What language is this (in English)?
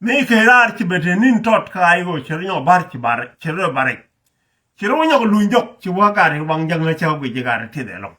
Nuer